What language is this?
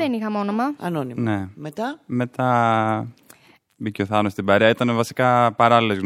Greek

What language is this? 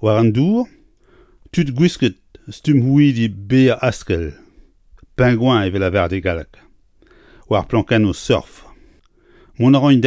Breton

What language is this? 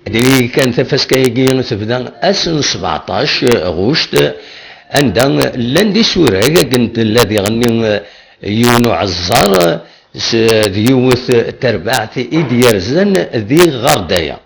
Kabyle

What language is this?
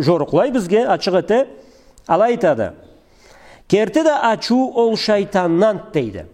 Karachay-Balkar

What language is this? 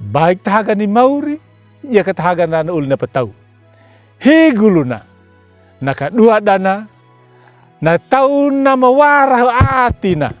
Anakalangu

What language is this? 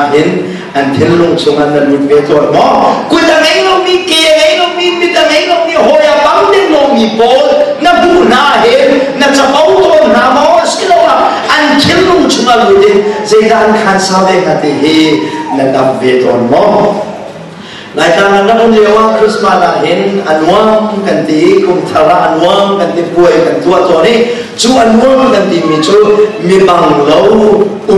Hakha Chin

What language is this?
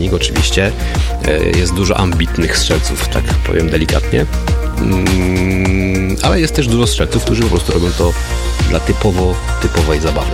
Polish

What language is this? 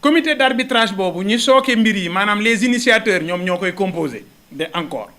Wolof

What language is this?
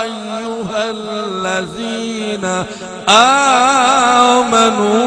Saraiki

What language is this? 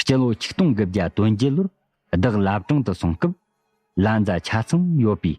Tibetan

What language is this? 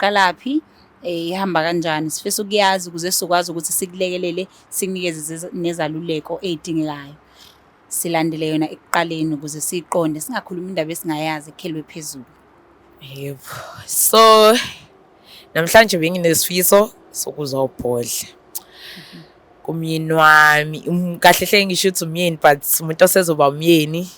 Zulu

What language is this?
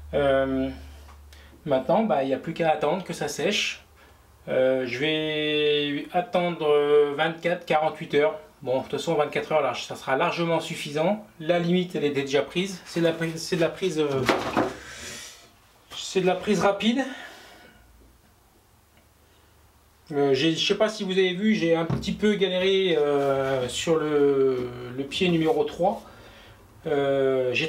French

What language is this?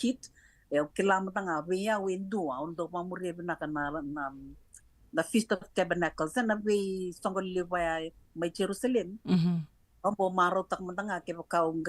Fijian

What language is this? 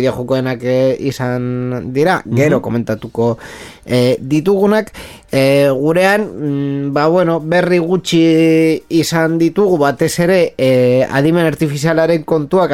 Basque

